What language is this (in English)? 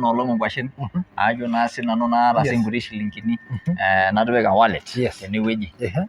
Masai